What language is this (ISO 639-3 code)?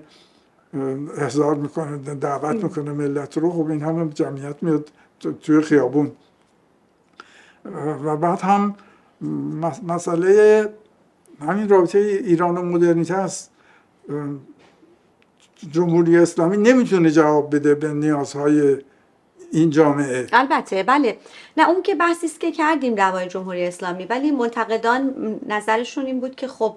fas